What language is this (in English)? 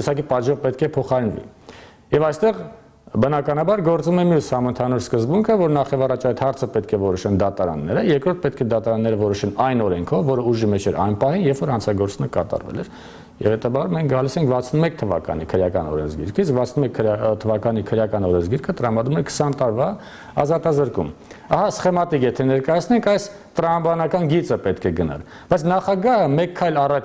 Armenian